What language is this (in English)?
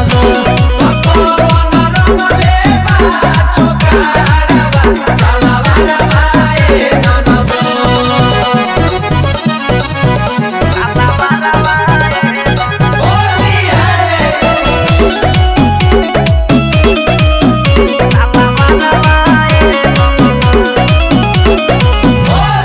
Bhojpuri